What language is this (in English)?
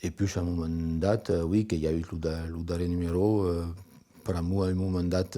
Occitan